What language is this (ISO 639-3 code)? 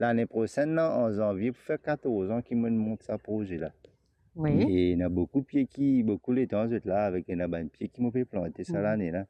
mfe